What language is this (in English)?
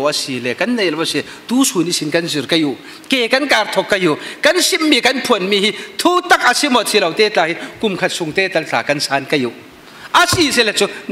Falam Chin